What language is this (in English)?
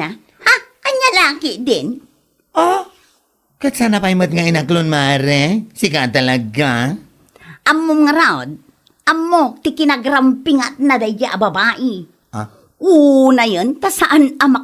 Iloko